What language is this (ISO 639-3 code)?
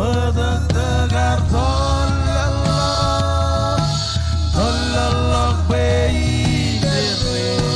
mah